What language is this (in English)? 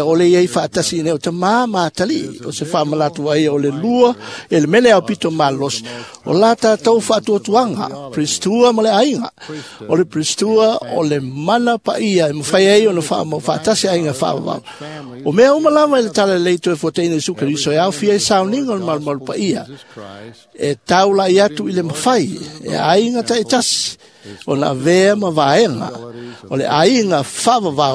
Samoan